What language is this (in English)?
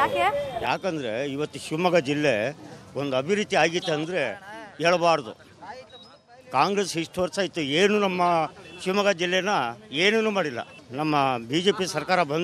Kannada